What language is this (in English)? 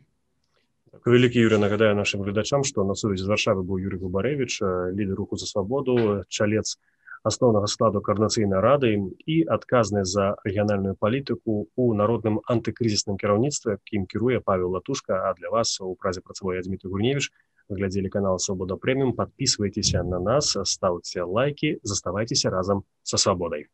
Belarusian